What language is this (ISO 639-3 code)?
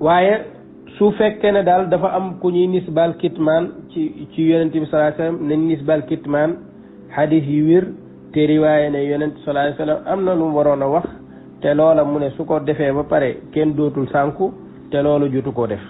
wol